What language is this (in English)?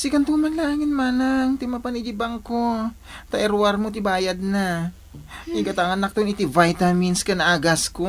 Iloko